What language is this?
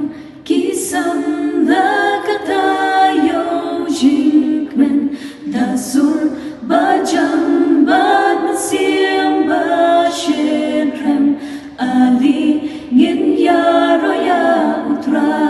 Khasi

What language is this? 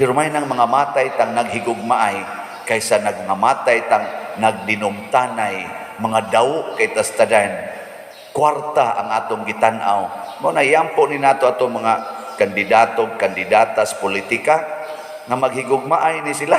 Cebuano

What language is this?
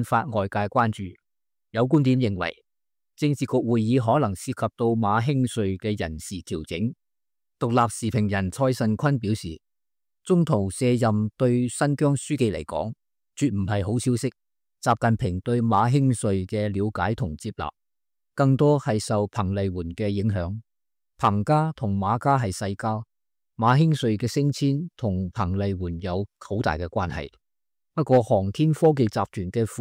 Cantonese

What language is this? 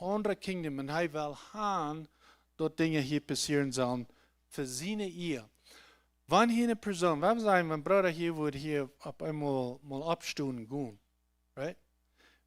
Plautdietsch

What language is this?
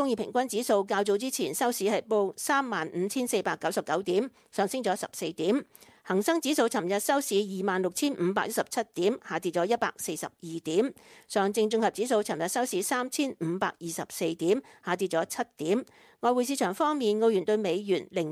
Cantonese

